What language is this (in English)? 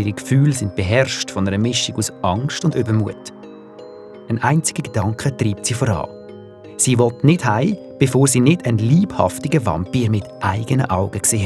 Swiss German